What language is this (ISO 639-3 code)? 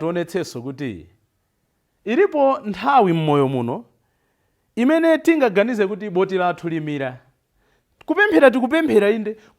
nya